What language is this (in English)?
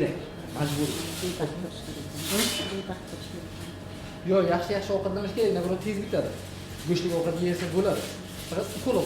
Uzbek